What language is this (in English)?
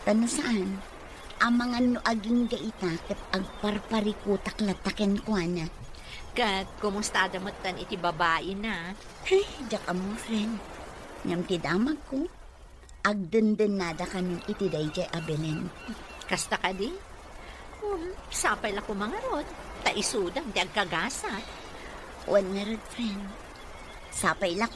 Iloko